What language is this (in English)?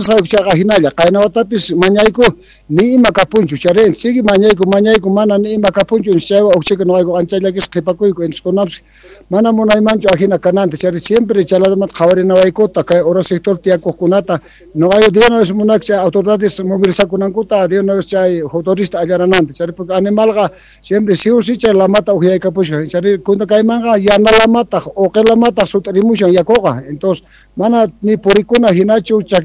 South Bolivian Quechua